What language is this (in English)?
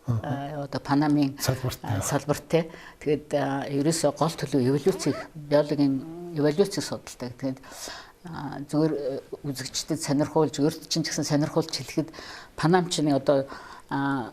Mongolian